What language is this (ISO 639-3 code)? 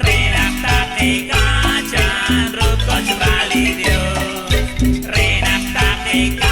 kek